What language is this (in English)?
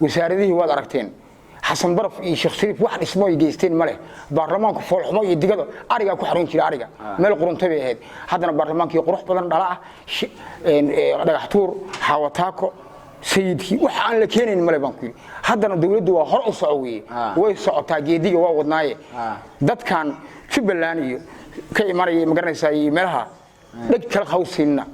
Somali